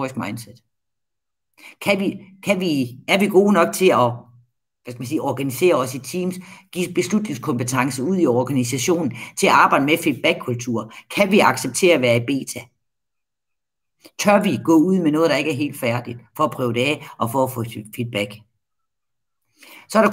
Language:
Danish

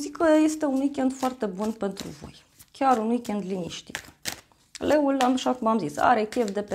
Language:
Romanian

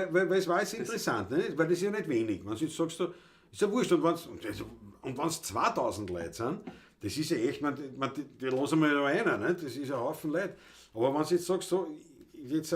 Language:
Bavarian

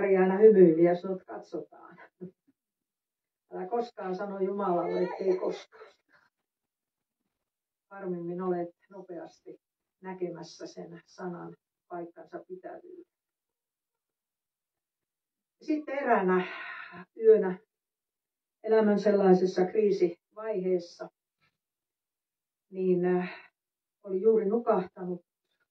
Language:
Finnish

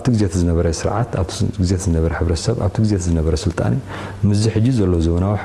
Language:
Tigrinya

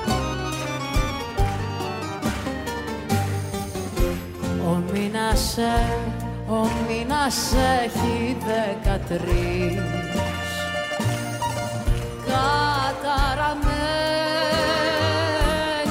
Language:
Greek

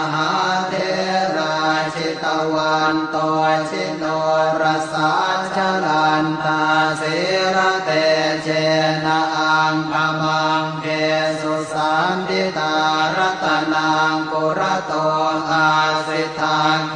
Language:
Pali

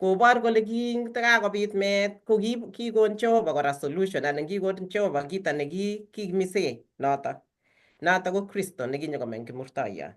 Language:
Kalenjin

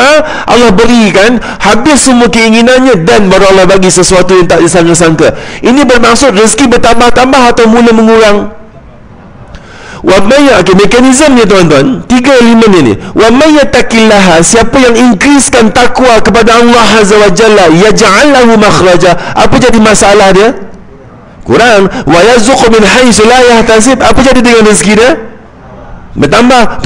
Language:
Malay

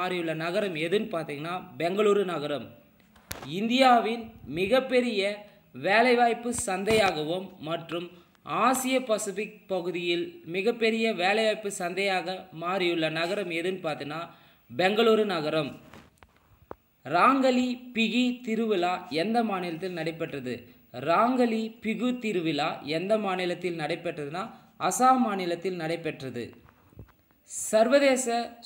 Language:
Tamil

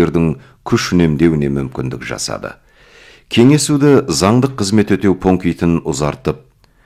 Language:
Kazakh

